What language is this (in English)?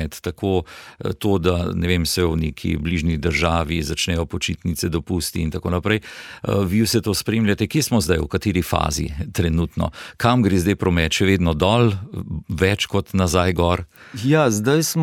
Slovenian